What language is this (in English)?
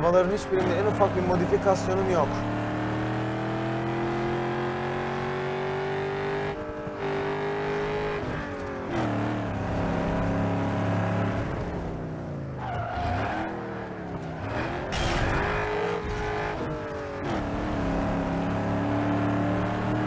Turkish